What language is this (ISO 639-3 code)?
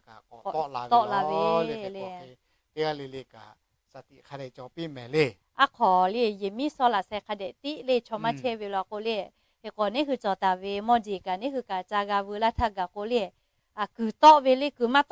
lhu